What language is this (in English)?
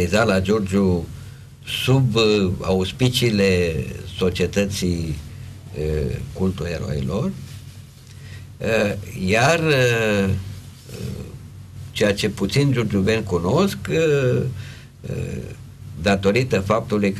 Romanian